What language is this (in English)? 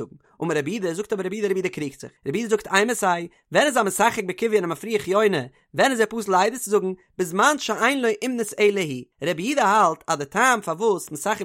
Yiddish